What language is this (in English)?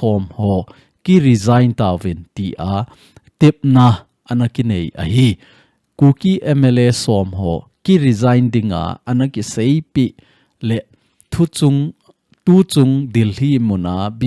Thado Chin